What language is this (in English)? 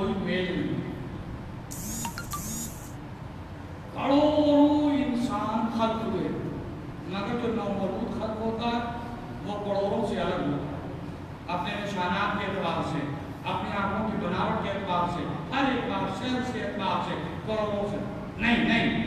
Urdu